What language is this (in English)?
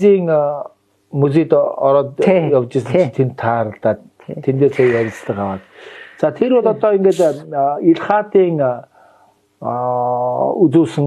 Mongolian